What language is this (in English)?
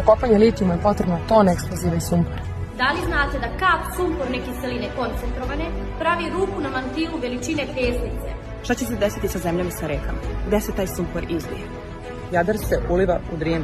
Serbian